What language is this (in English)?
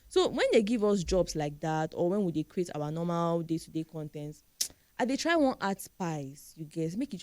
Nigerian Pidgin